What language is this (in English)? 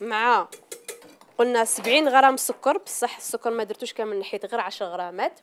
Algerian Arabic